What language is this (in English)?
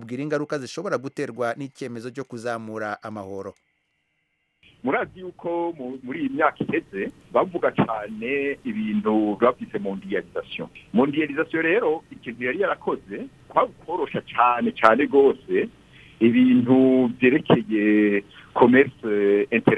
Kinyarwanda